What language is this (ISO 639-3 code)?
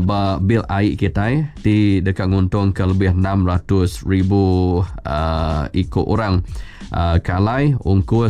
iba